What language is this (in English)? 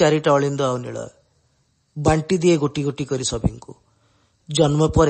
Odia